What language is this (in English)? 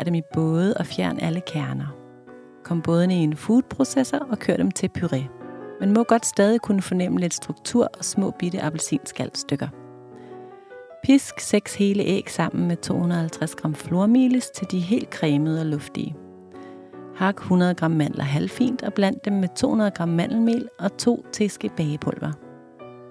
Danish